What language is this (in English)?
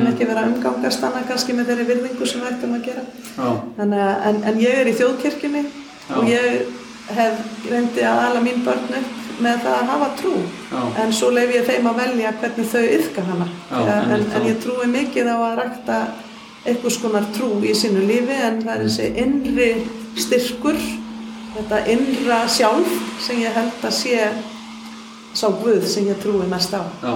Icelandic